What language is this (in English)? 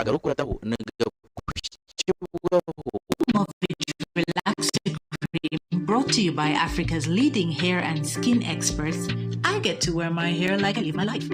Nyankole